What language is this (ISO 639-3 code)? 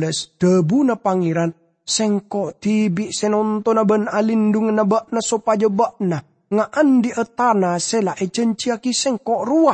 mad